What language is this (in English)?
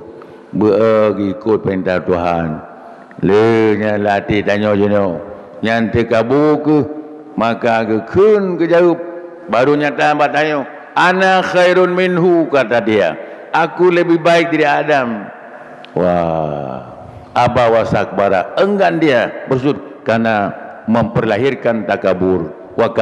Achinese